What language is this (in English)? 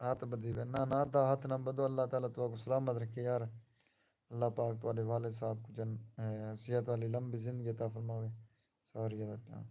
Saraiki